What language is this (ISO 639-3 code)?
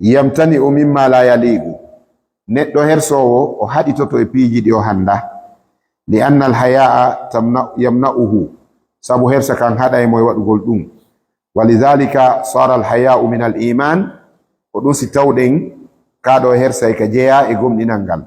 ful